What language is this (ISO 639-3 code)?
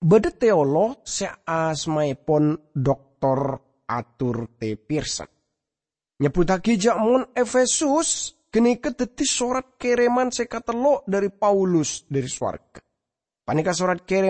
mad